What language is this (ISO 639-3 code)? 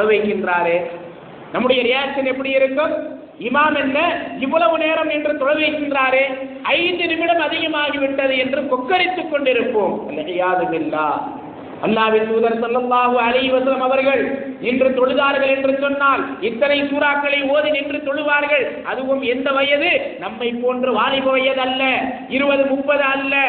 tam